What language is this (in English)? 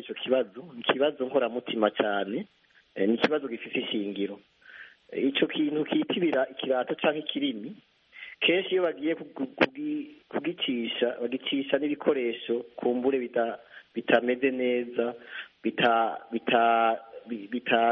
Kinyarwanda